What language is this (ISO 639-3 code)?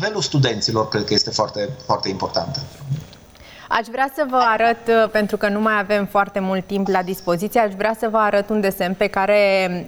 ron